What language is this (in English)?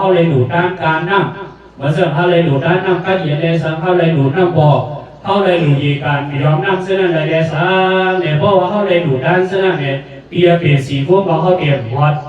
Shan